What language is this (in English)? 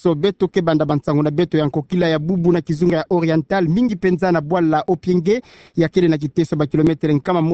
Kituba (Democratic Republic of Congo)